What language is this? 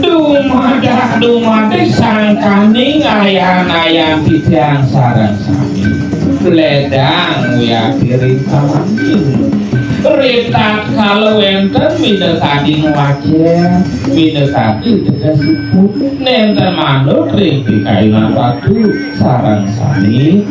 Balinese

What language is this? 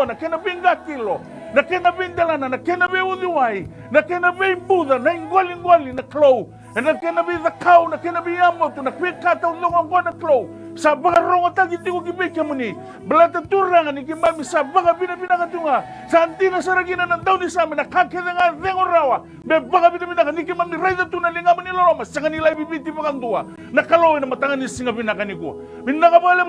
Fijian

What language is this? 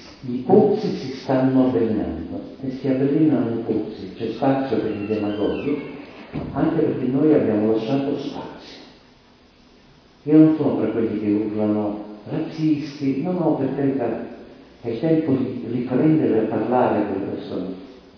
Italian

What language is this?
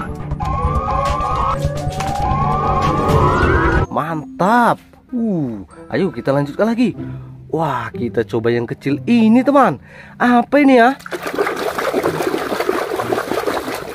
Indonesian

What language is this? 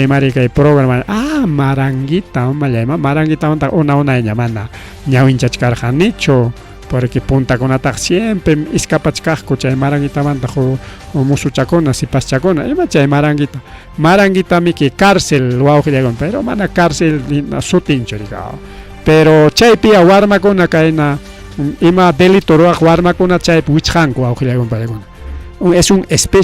Ayacucho Quechua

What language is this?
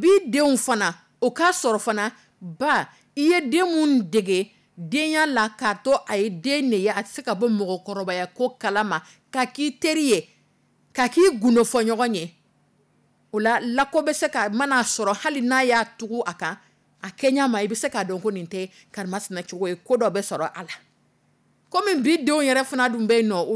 Dyula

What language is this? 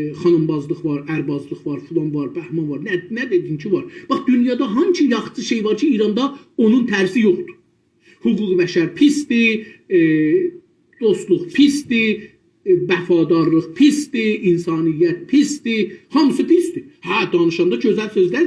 South Azerbaijani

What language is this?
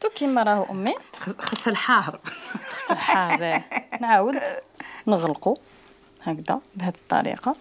Algerian Arabic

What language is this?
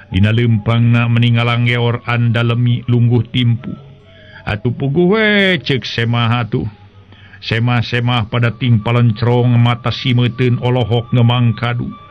Sundanese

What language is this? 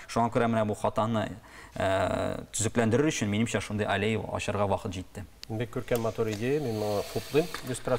Tatar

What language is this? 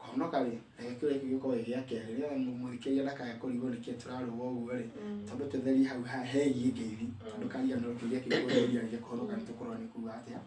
Kikuyu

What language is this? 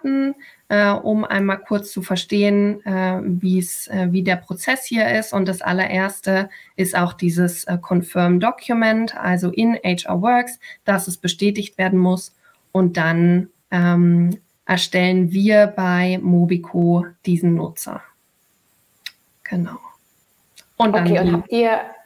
German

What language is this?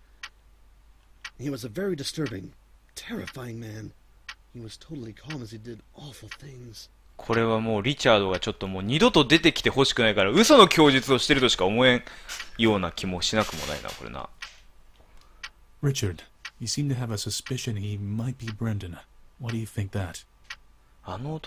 Japanese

